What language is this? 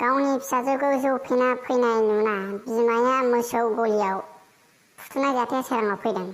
Bodo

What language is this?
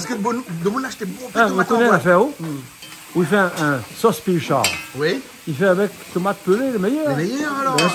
Réunion Creole French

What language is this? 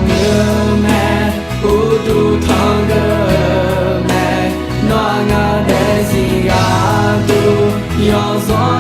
Akha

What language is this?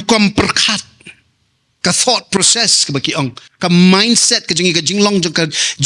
Khasi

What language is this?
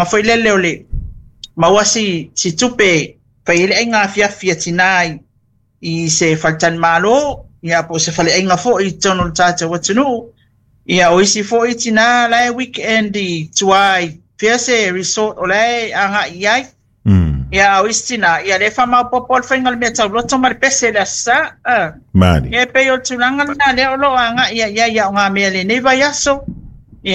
Samoan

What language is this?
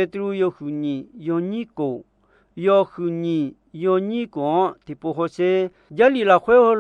Akha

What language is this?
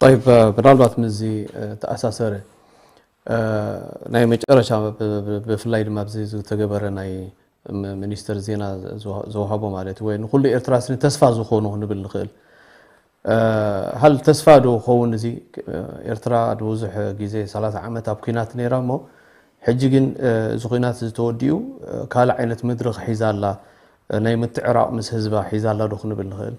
Tigrinya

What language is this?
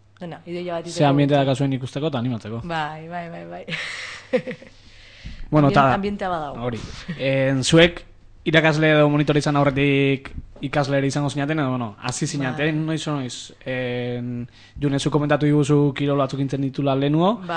Basque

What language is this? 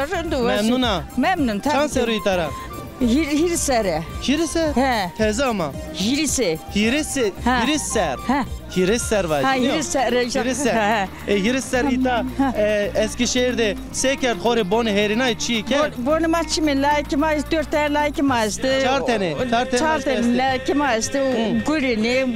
Zaza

